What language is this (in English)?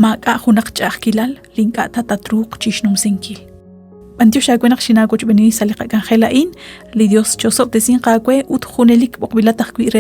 Kekchí